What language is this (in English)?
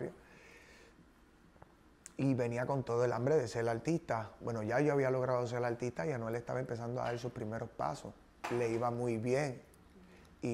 Spanish